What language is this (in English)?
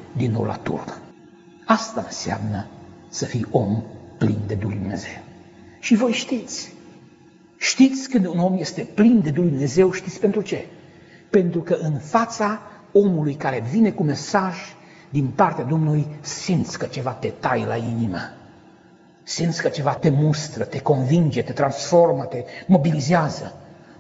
Romanian